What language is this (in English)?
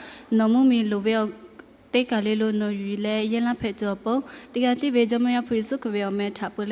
Lahu